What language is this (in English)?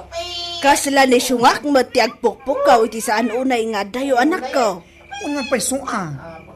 Iloko